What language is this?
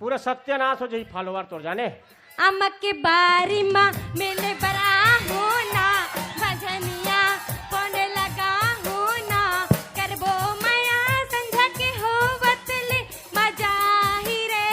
Chhattisgarhi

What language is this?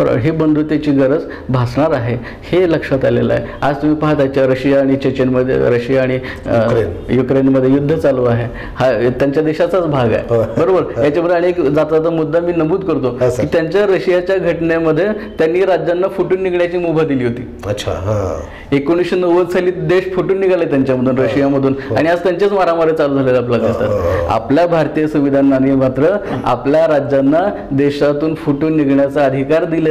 Marathi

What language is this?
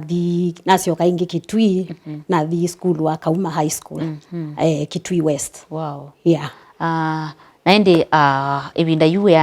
Kamba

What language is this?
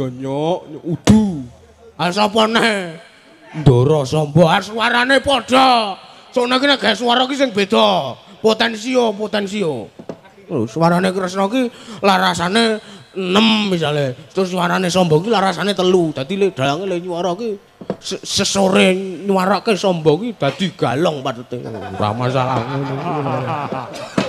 Javanese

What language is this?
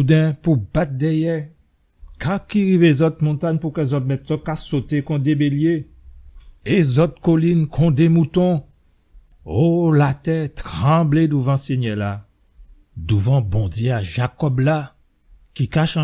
Guadeloupean Creole French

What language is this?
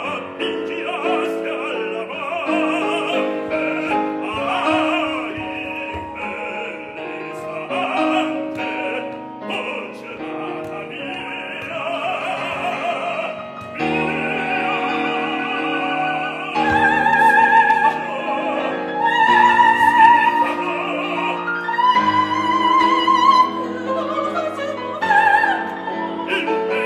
Italian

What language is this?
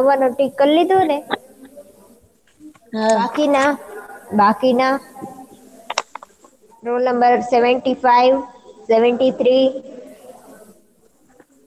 Gujarati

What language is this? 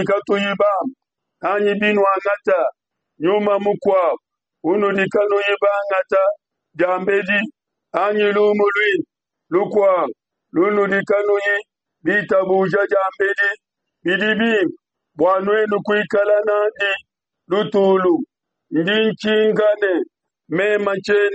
Luba-Lulua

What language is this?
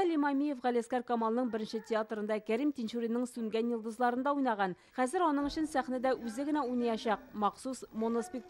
Tatar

